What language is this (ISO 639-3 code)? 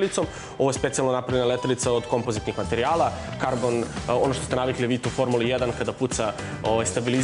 srp